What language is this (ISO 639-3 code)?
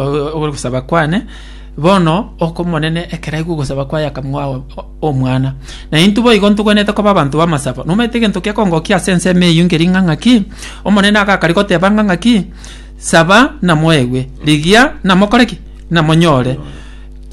guz